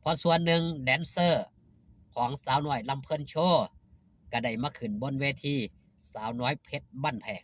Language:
Lao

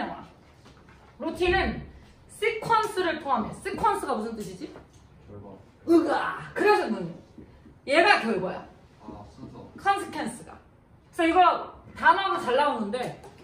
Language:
Korean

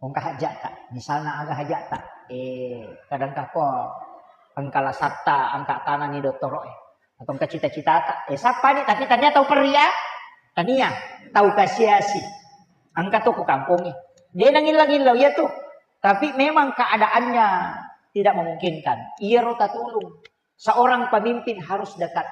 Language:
Buginese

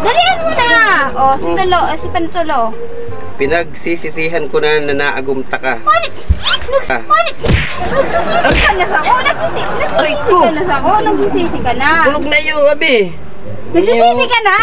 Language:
Bikol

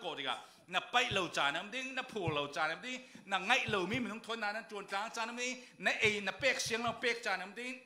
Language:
Falam Chin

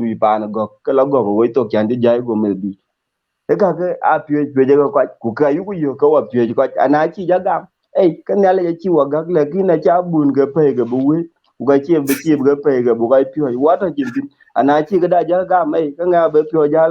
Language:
Dinka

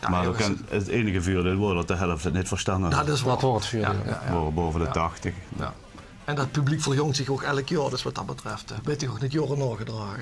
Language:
Limburgish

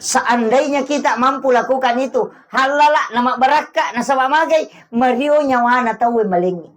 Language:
Buginese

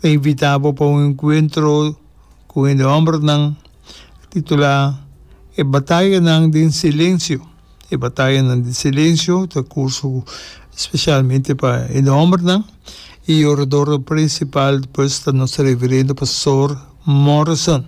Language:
Papiamento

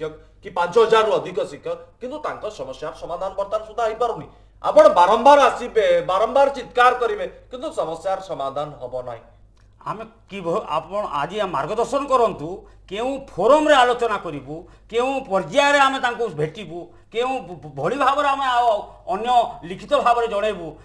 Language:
Odia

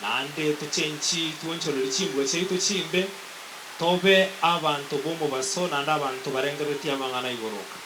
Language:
Gusii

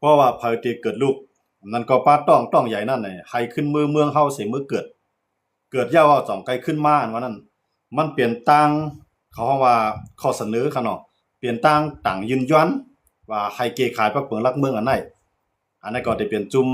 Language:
Shan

